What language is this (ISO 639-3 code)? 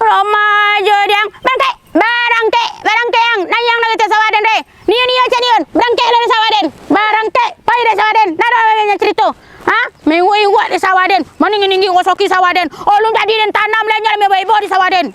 min